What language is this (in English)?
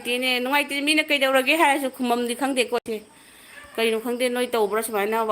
Manipuri